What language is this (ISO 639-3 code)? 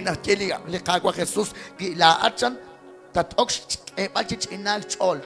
kek